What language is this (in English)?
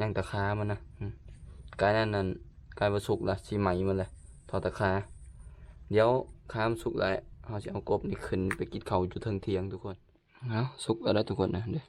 Lao